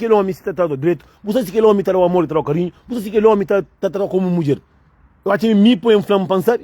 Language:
Kabuverdianu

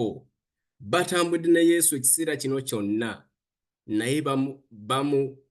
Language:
Ganda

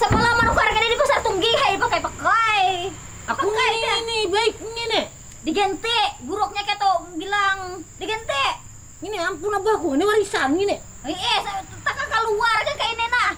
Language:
Banjar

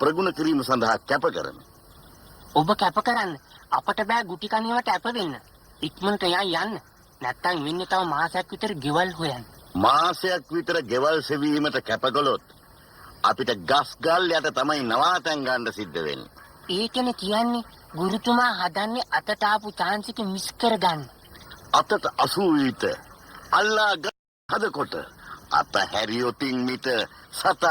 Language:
Sinhala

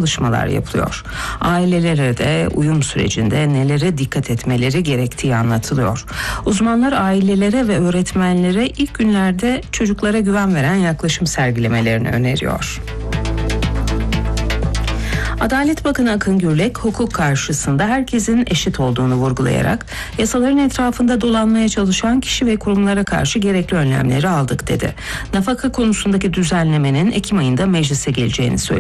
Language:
Turkish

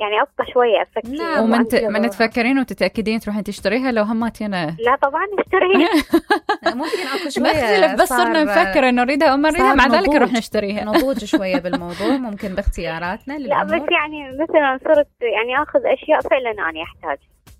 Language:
Mesopotamian Arabic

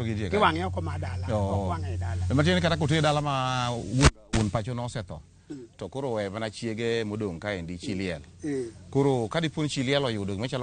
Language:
Luo (Kenya and Tanzania)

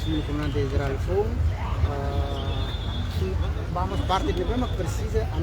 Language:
Tetum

